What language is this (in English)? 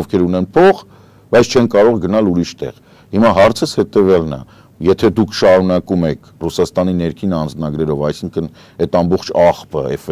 Armenian